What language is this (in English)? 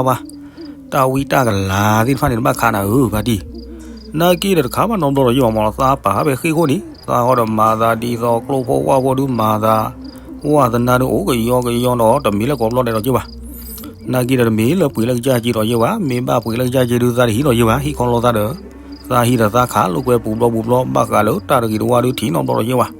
S'gaw Karen